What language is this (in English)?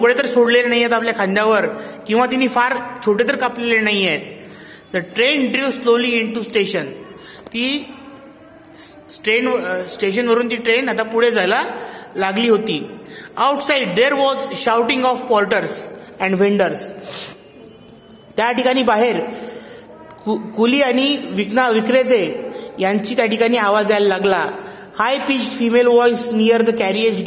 Marathi